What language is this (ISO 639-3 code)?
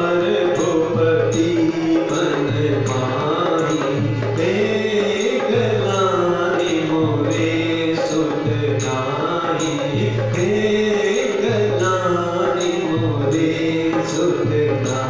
hin